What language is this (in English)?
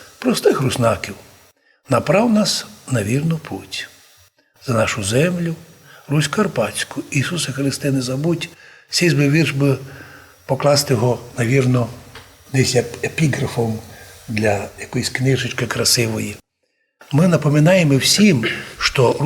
Rusyn